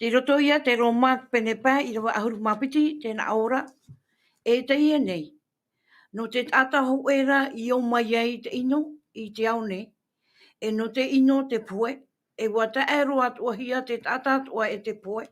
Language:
Tahitian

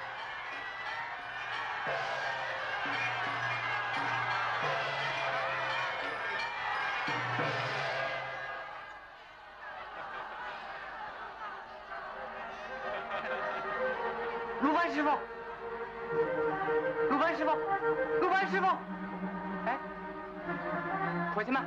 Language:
Chinese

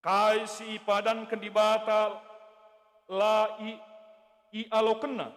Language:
Batak Karo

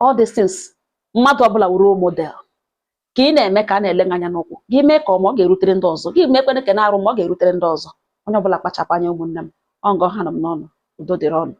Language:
Igbo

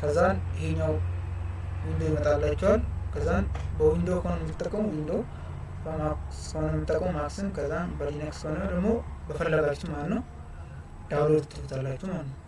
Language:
Amharic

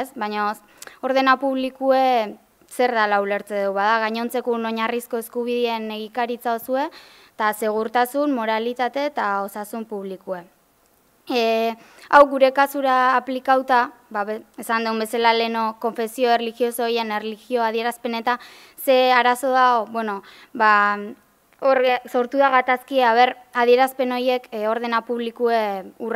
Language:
Basque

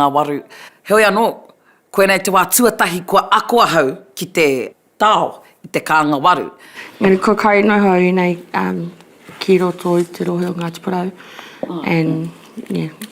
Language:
Māori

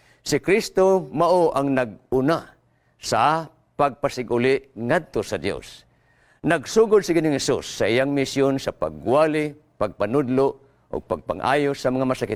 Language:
Cebuano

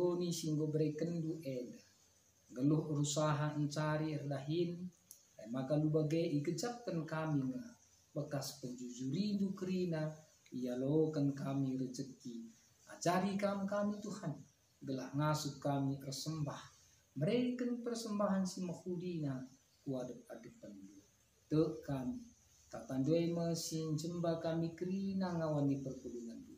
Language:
Batak Karo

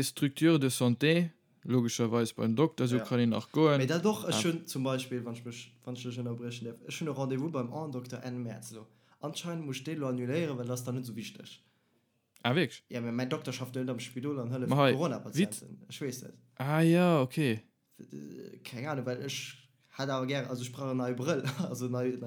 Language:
Luxembourgish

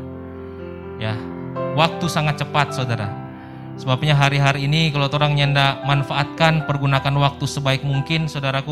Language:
Indonesian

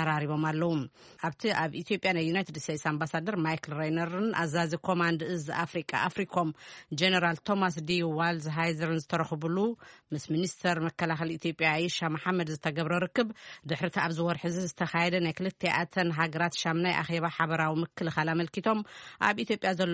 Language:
Tigrinya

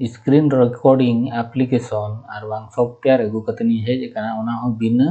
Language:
Santali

